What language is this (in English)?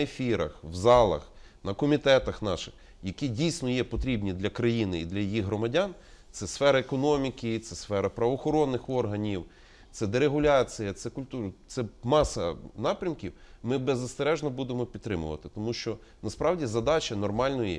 Ukrainian